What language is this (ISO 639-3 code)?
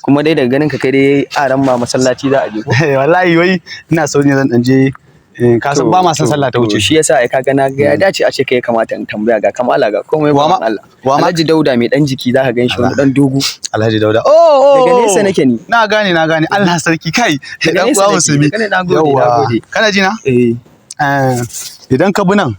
hau